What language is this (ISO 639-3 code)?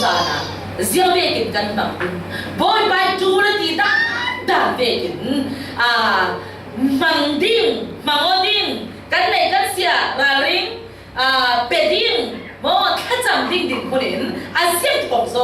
cfm